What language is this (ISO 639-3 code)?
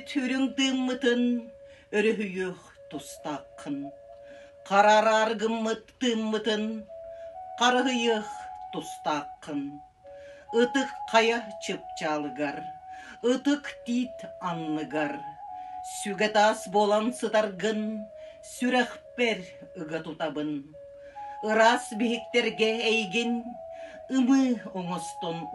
sah